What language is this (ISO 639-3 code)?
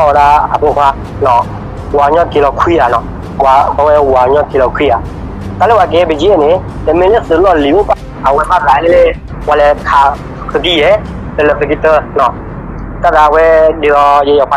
ksw